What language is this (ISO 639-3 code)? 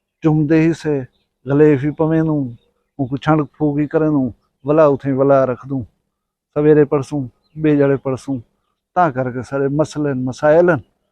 skr